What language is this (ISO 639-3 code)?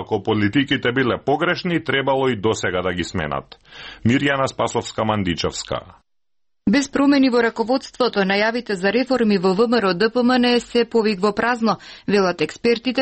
mkd